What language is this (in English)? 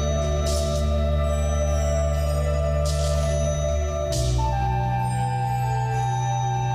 Catalan